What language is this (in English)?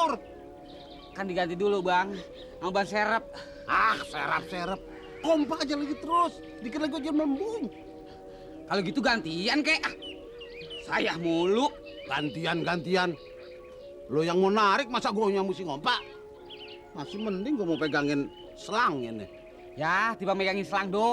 Betawi